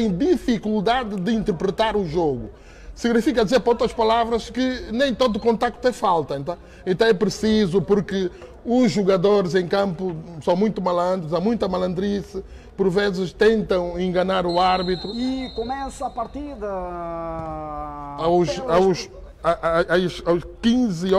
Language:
Portuguese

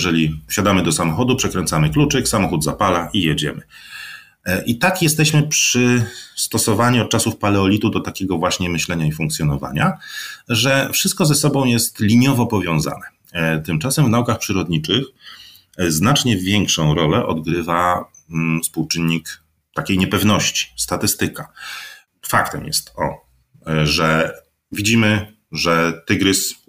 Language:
Polish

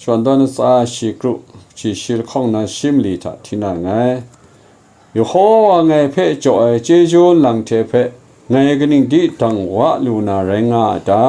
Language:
Kachin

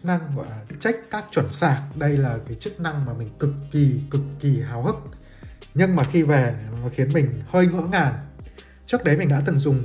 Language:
Vietnamese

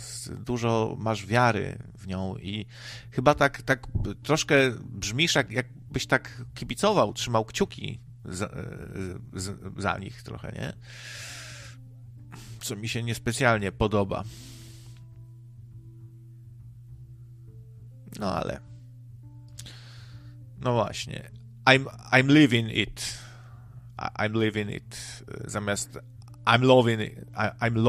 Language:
Polish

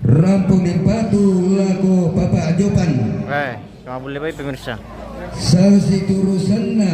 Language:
Toraja-Sa'dan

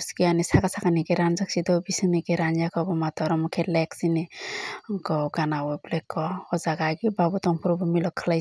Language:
Kok Borok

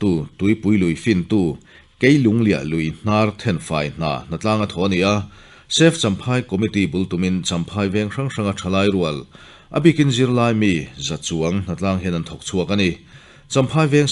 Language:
Mizo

